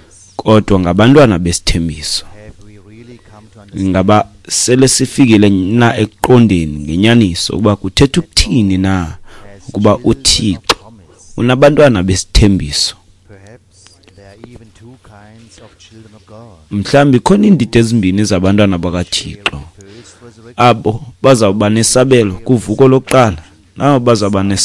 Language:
Xhosa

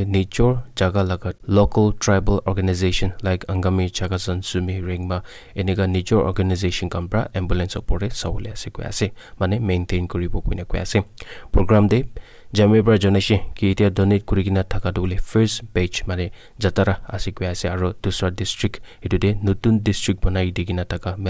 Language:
Naga Pidgin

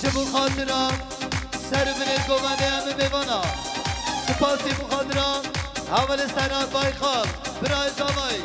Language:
Kurdish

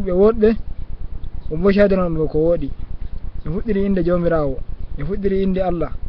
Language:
Fula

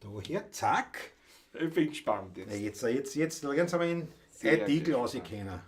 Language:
Bavarian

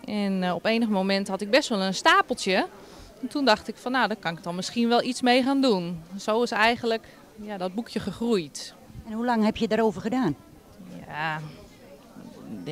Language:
Dutch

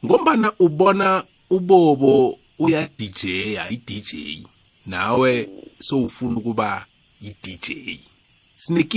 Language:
South Ndebele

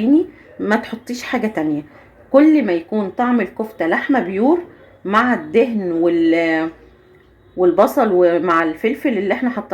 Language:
Egyptian Arabic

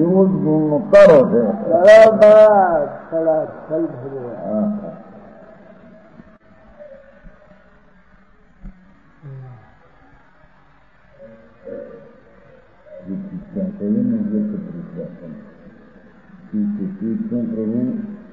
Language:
Gujarati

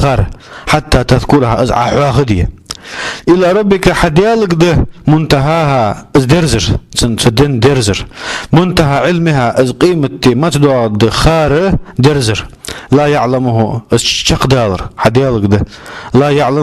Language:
Ingush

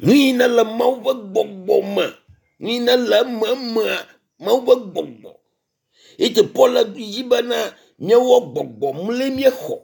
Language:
Ewe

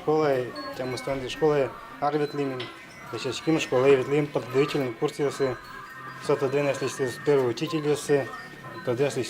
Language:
Udmurt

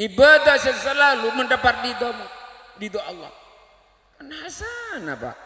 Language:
Madurese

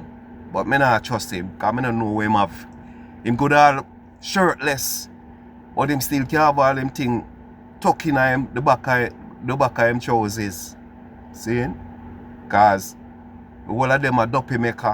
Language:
Jamaican Creole English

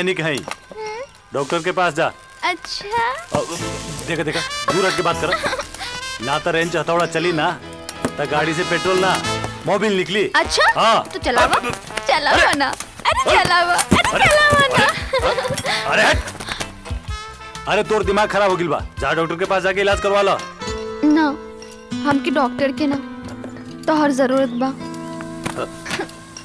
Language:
Bhojpuri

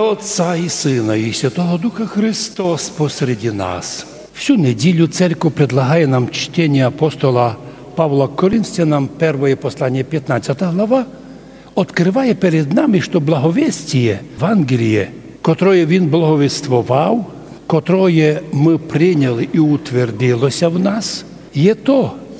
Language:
Rusyn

